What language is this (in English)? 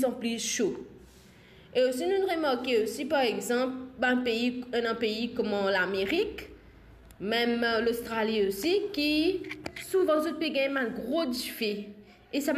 Morisyen